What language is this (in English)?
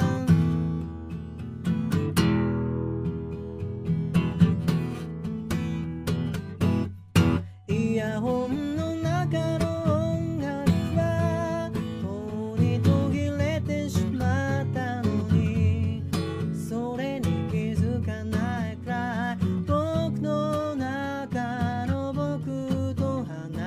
Japanese